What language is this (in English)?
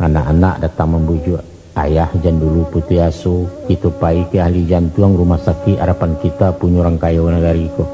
Minangkabau